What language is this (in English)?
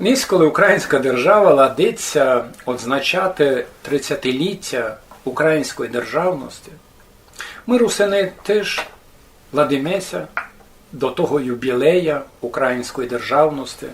Rusyn